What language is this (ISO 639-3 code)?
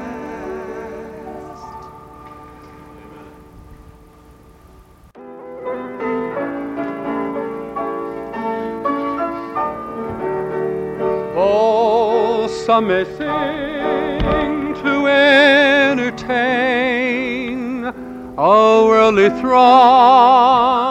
eng